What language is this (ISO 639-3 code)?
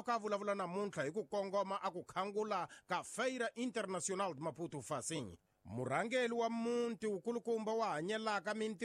tso